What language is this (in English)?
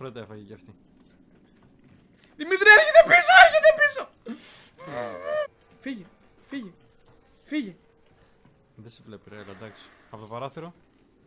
Greek